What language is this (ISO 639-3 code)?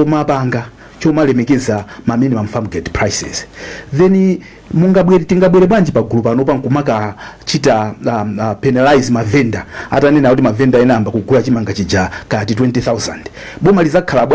nya